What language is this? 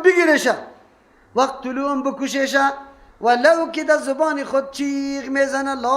Persian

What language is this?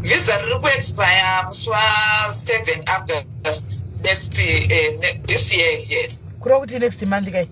Shona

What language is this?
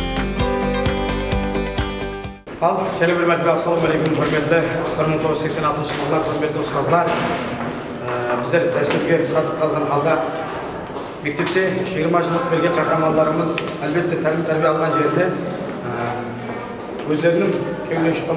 Kazakh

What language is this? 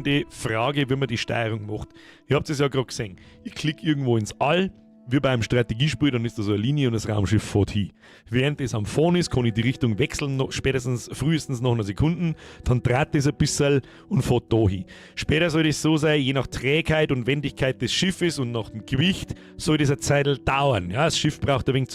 Bavarian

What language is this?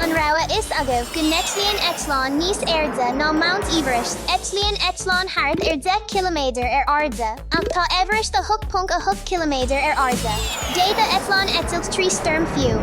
Irish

